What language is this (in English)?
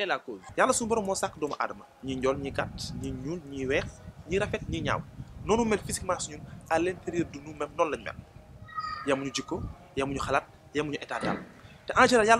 Wolof